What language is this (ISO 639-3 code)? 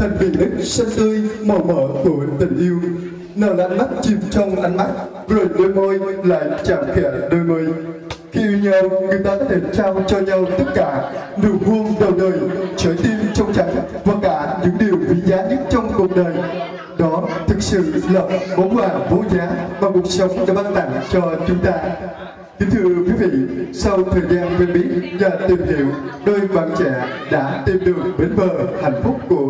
vie